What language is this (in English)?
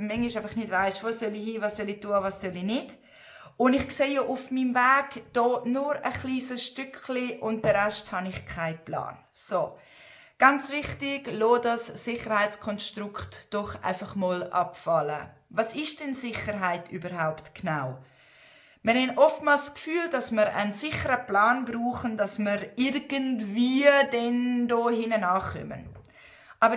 Swiss German